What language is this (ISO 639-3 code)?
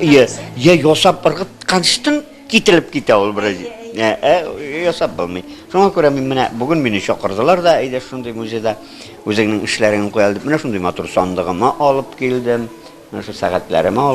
tat